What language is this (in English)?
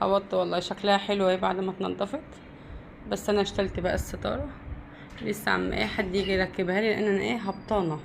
Egyptian Arabic